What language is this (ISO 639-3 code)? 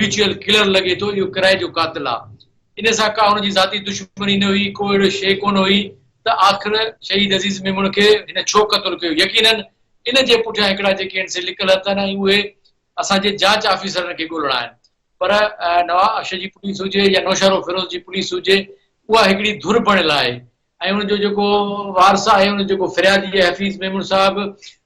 snd